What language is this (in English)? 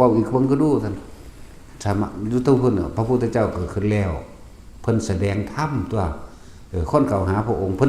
Northeastern Thai